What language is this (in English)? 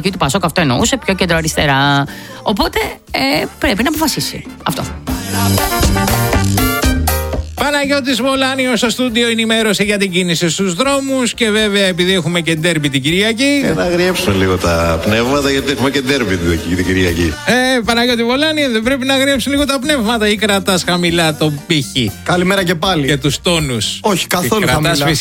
Greek